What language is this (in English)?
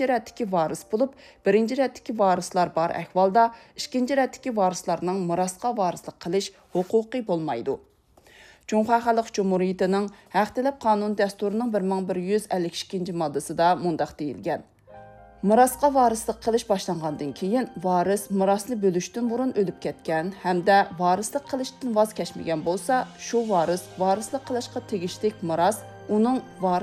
Uyghur